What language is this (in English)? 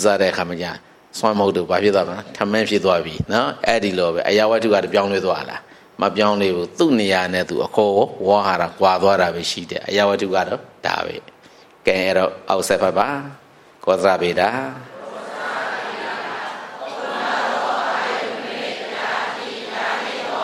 Burmese